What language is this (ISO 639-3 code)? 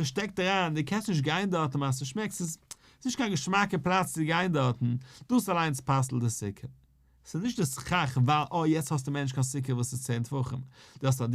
yid